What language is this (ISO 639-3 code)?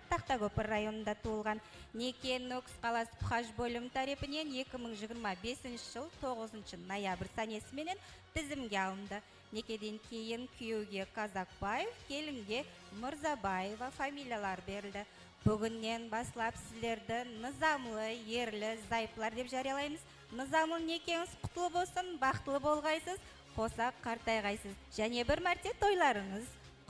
kaa